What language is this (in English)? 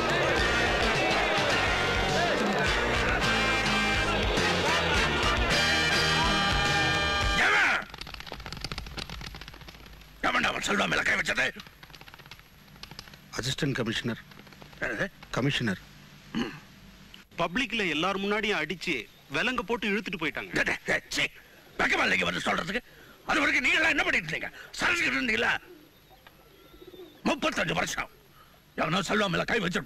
Tamil